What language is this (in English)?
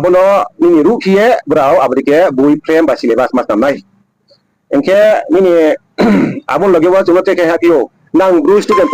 Riang (India)